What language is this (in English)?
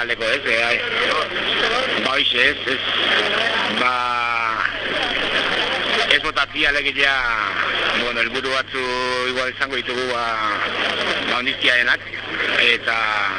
Basque